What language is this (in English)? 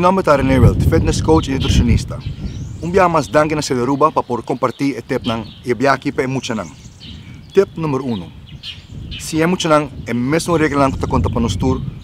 Papiamento